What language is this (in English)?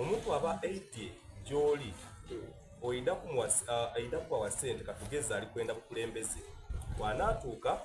Soga